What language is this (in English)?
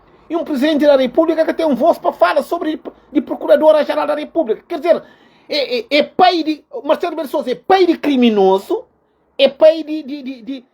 Kabuverdianu